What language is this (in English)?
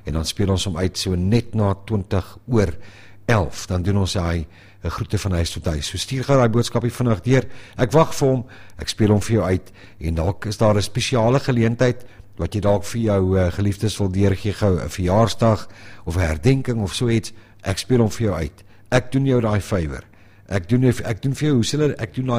Afrikaans